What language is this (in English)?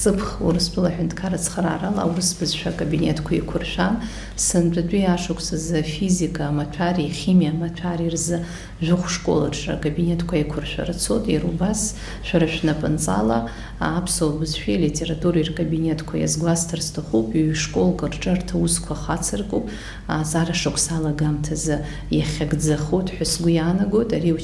Abkhazian